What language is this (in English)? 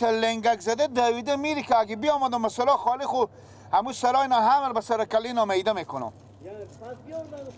Persian